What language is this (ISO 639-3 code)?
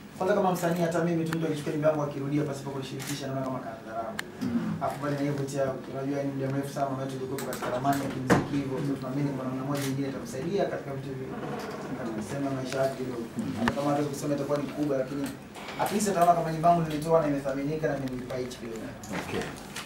swa